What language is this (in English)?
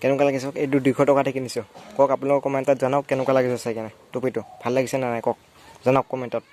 Assamese